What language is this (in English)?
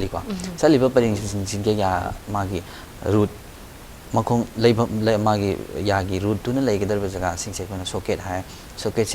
Manipuri